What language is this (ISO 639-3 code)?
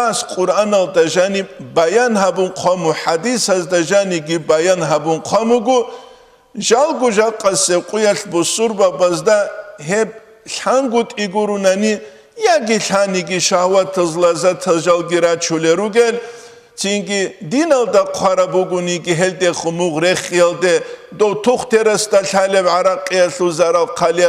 ava